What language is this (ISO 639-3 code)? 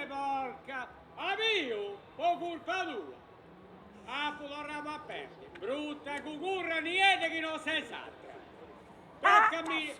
srd